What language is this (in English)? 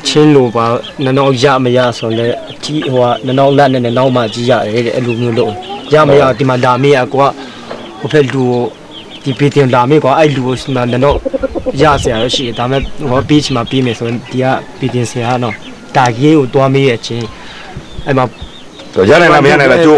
Burmese